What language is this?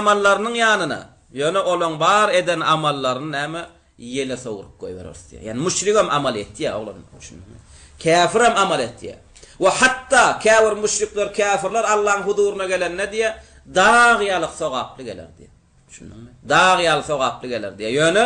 Turkmen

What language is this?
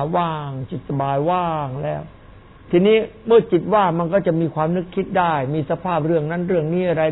Thai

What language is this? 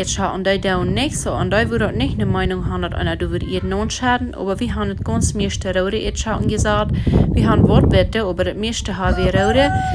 Plautdietsch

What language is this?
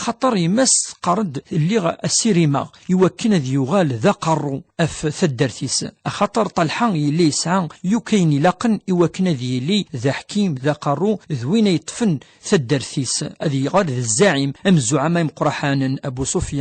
Kabyle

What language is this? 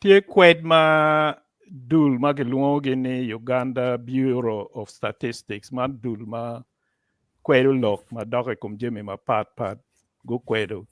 Acoli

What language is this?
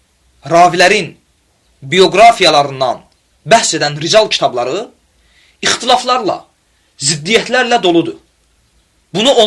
Azerbaijani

